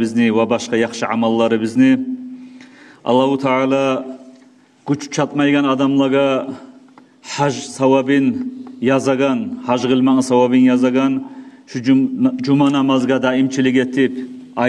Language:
Kumyk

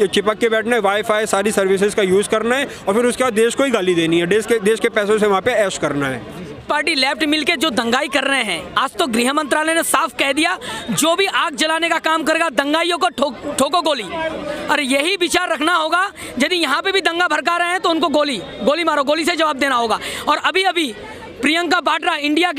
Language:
Hindi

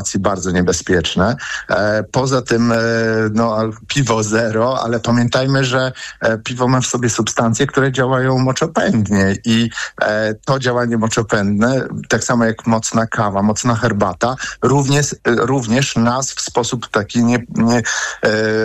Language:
Polish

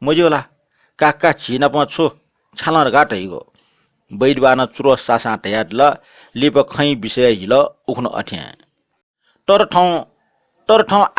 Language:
Newari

